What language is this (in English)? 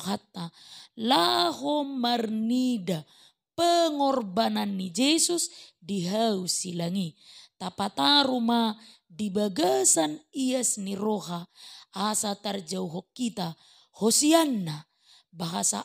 Batak Toba